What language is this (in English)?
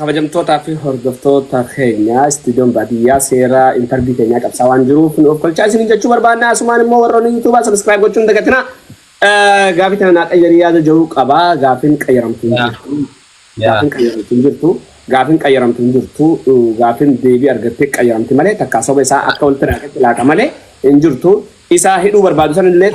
Oromo